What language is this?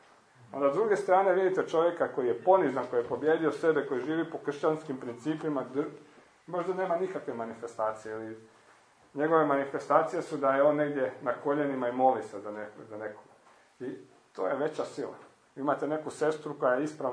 Croatian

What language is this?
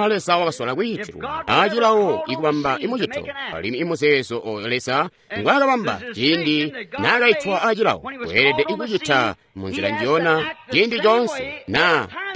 Tonga (Zambia)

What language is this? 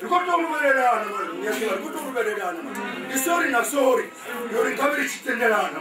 Venda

